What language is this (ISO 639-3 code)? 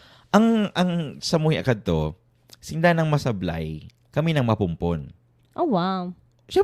bik